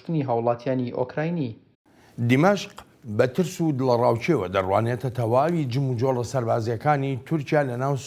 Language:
Central Kurdish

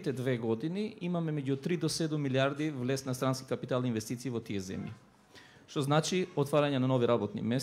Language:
Macedonian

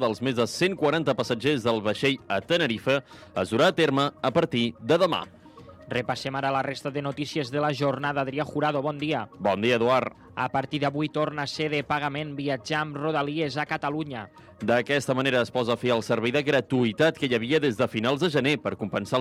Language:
Catalan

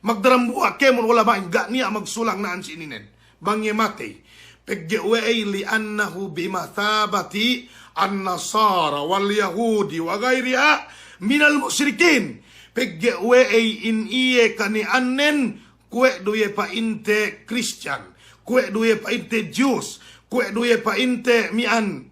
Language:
Yakan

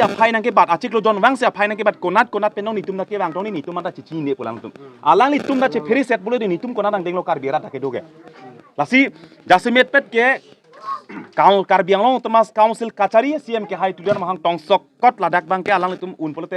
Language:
Karbi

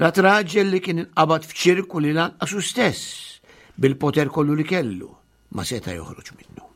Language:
Maltese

